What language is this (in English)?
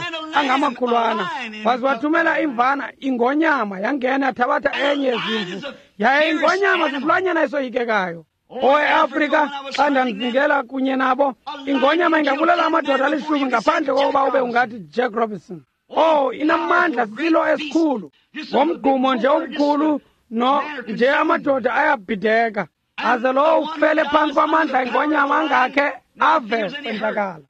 Xhosa